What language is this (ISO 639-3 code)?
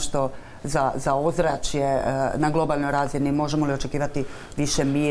hrv